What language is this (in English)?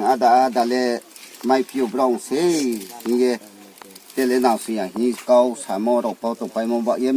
Riang (India)